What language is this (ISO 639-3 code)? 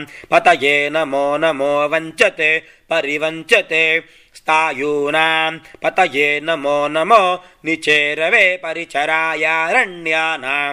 san